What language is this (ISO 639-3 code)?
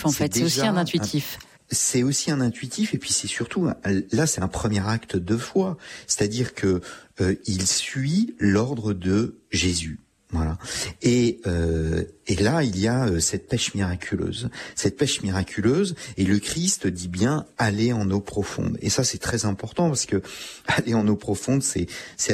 fra